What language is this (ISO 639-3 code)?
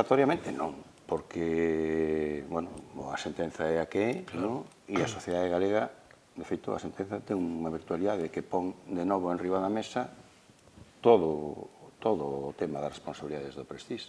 glg